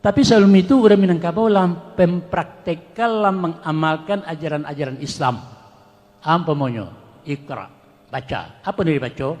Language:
Minangkabau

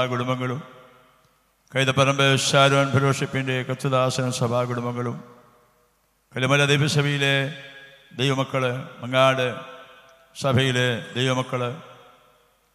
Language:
Malayalam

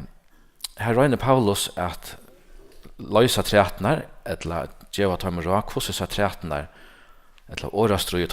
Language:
Faroese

